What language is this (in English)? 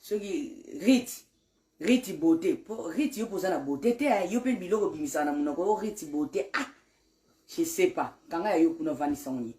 Lingala